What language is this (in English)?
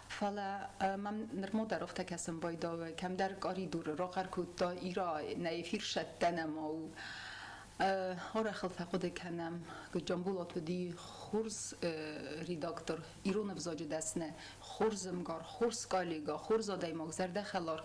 Ossetic